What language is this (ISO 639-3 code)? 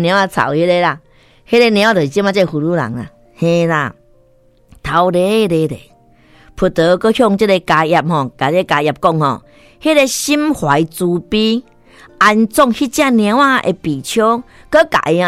nan